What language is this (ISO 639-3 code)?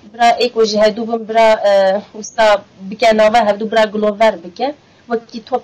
kur